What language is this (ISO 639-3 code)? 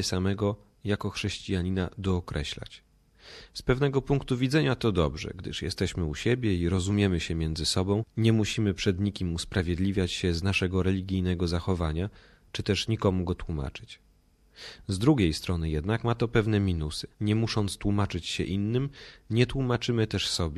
pol